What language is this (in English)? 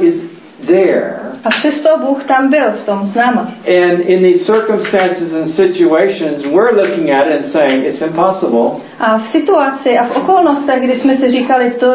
Czech